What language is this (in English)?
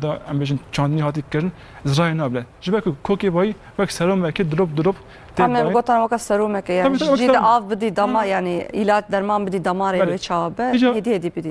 Kurdish